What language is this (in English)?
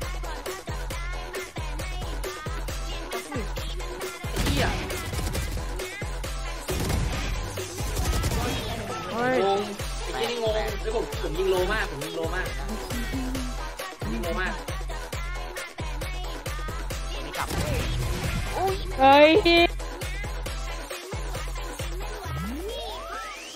Thai